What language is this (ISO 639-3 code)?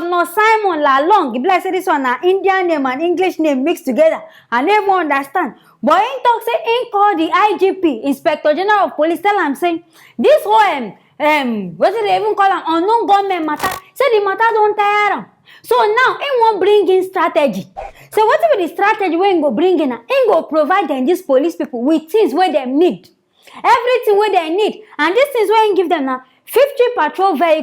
pcm